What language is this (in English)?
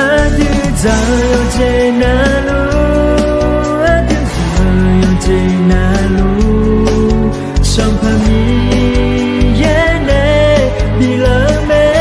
Akha